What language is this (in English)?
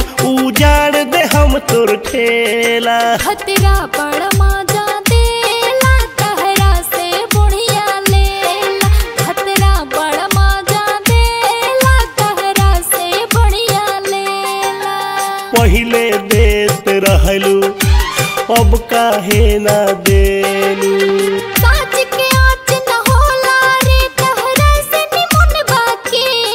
Bhojpuri